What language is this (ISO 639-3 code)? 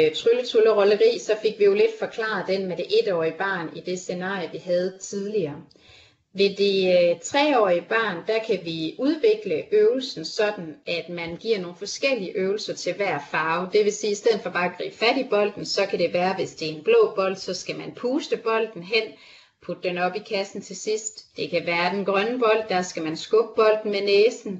dan